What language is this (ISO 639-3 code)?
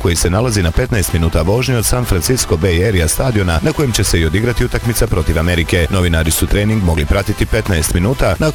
bos